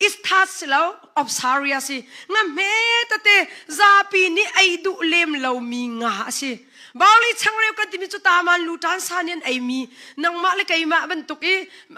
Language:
Hakha Chin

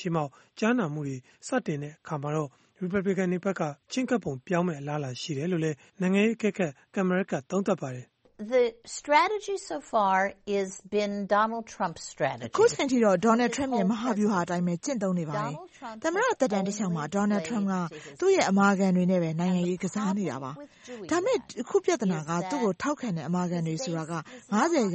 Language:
Burmese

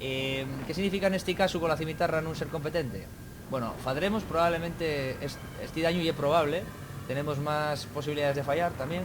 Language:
Asturian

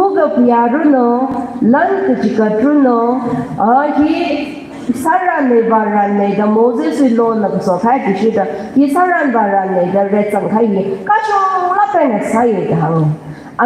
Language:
Tangkhul Naga (India)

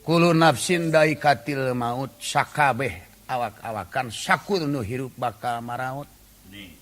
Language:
Sundanese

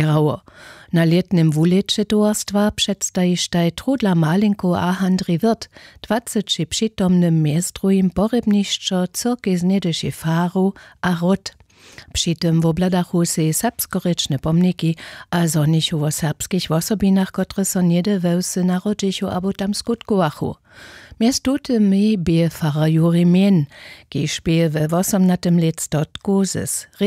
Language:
Upper Sorbian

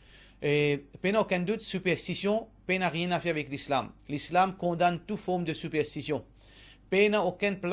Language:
Morisyen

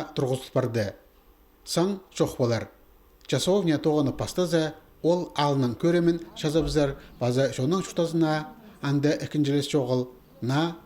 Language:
Khakas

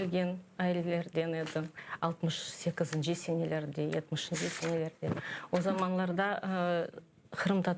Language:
Crimean Tatar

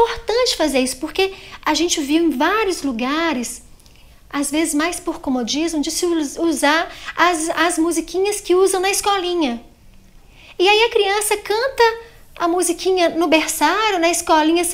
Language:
Portuguese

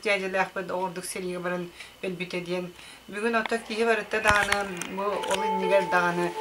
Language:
Yakut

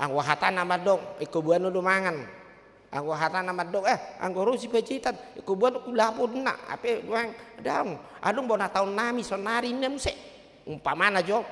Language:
Batak Toba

